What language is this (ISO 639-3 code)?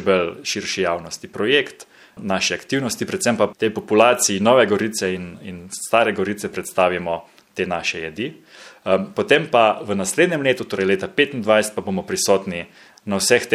slv